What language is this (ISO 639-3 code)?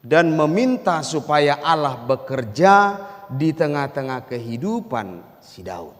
bbc